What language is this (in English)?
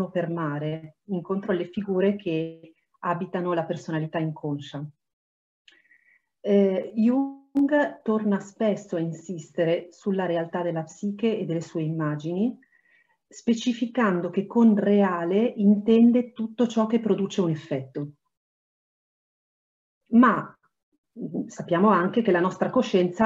Italian